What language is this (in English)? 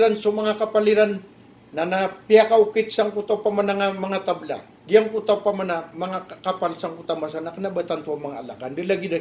Maranao